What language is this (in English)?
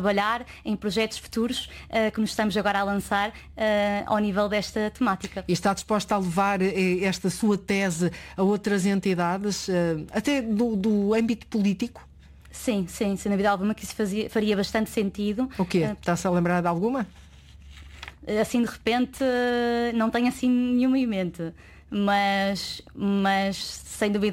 Portuguese